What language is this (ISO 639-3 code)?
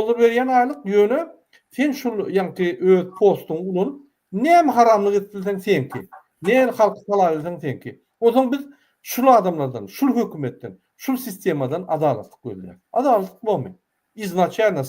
tuk